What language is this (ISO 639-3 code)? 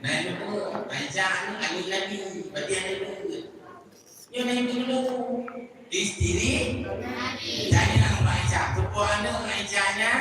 ace